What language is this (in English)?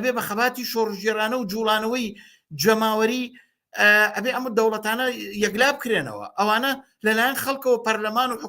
Central Kurdish